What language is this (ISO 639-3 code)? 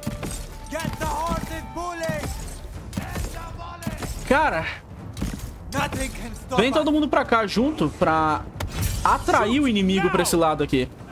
por